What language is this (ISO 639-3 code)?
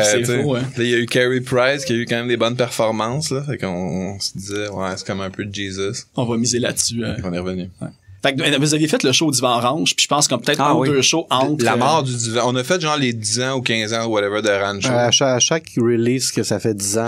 fra